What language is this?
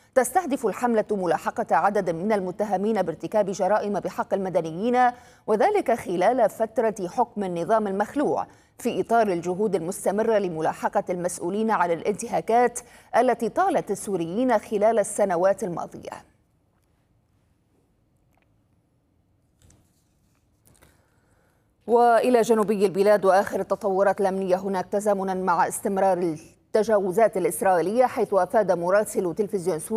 Arabic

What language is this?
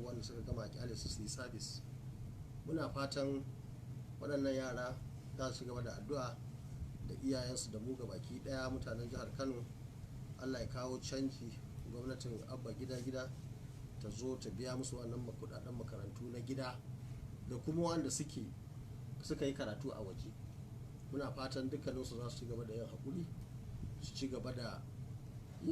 Hausa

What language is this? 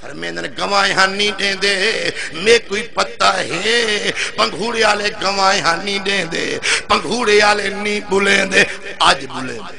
Saraiki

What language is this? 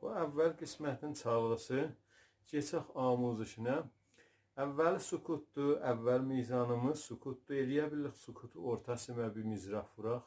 South Azerbaijani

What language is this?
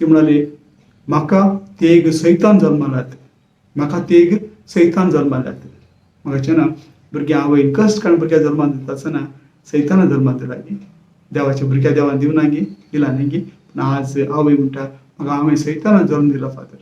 Konkani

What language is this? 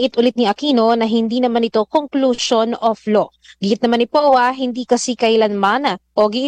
Filipino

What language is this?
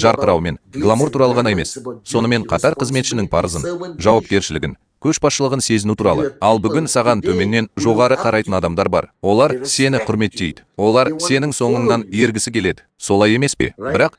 Kazakh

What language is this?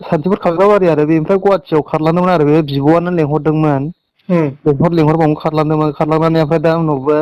Bodo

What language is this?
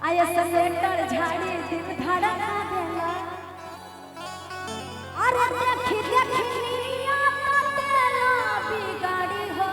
Maithili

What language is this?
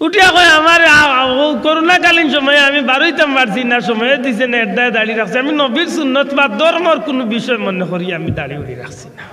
Sylheti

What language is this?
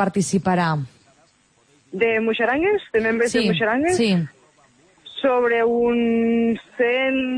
Catalan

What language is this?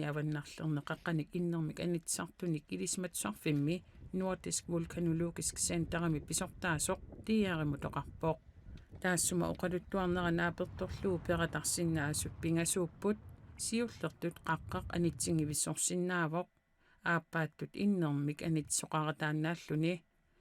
Kalaallisut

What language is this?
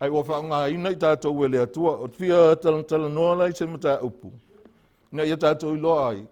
Samoan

